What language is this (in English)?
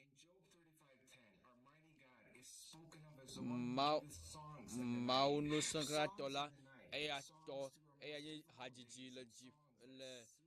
Ewe